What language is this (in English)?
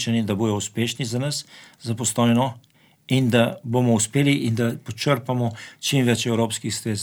Slovenian